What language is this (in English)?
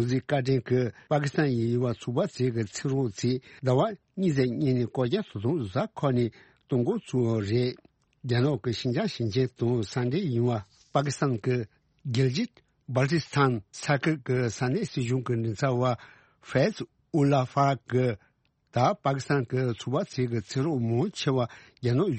Tibetan